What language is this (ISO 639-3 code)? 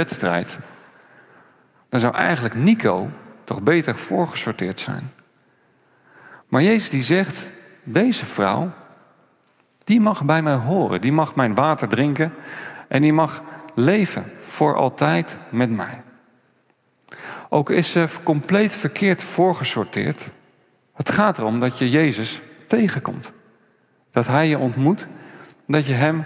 nld